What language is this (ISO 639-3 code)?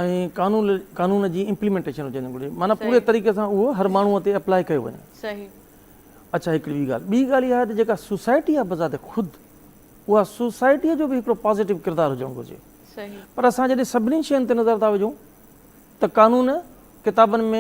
snd